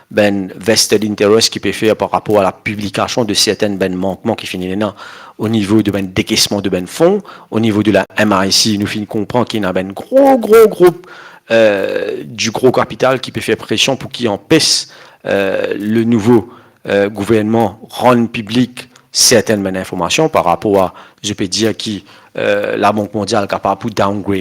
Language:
Morisyen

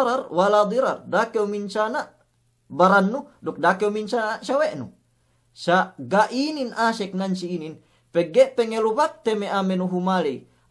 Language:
Yakan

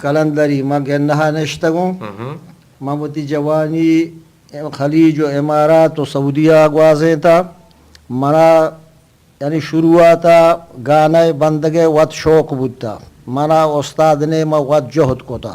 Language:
Eastern Balochi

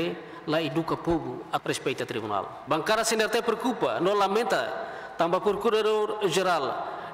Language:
Tetum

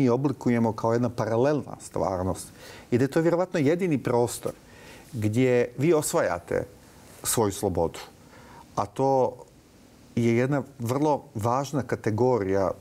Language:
Bosnian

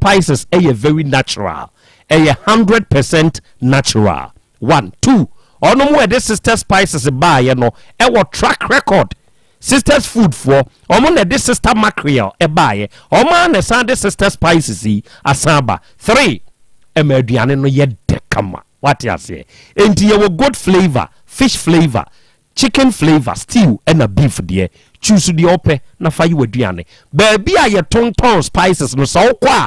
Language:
Akan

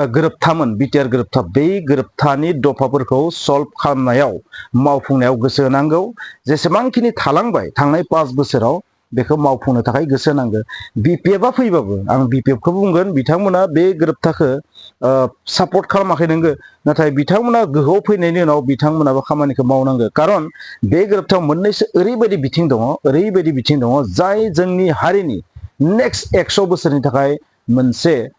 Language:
Bodo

